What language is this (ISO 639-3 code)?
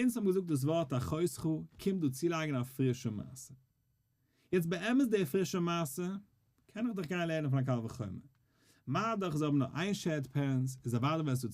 yid